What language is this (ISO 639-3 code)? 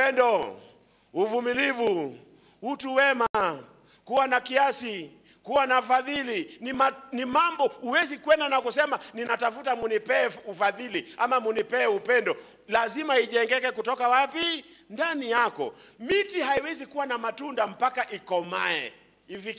swa